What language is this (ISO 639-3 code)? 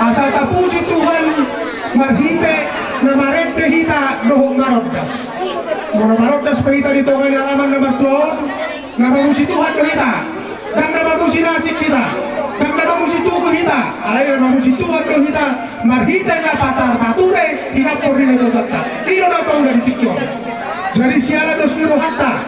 bbc